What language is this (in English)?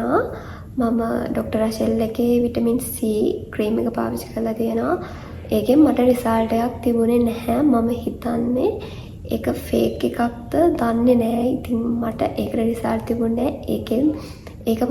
Sinhala